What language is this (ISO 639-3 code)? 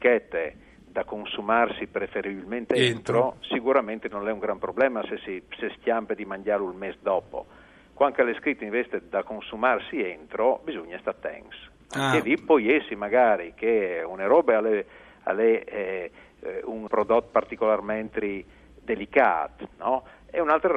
fur